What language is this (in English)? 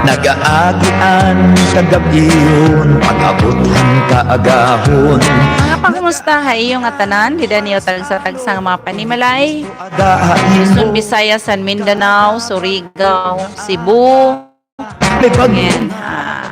Waray